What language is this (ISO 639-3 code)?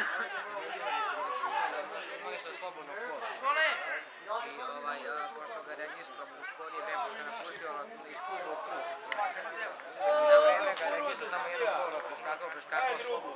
srp